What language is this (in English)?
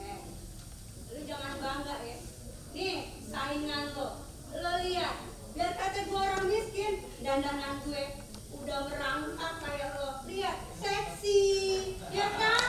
Betawi